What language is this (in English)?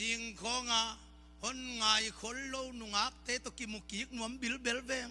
Tedim Chin